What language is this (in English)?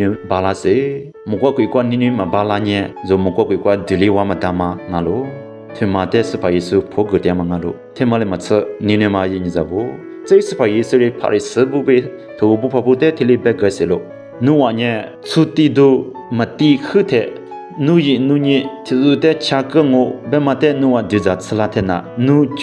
Lisu